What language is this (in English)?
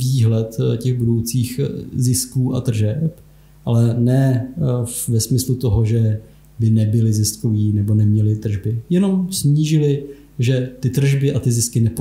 Czech